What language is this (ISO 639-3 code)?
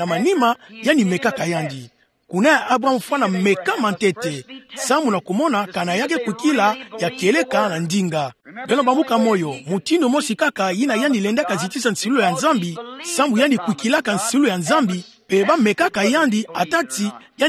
ktu